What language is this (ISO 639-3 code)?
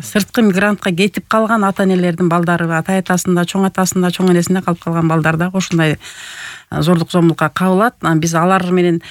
kir